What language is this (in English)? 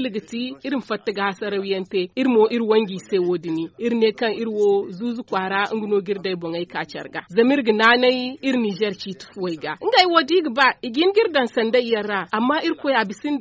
Zarma